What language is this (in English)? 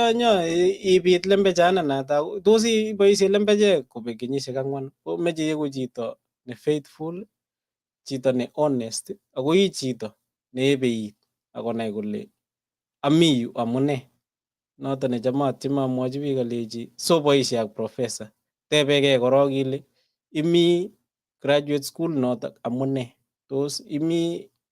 Kalenjin